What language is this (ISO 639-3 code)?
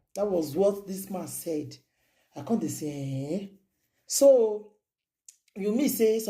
pcm